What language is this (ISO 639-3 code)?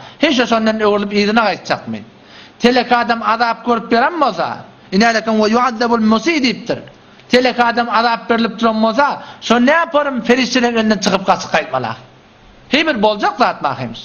tuk